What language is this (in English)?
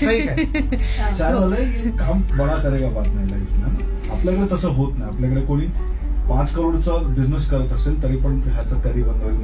Marathi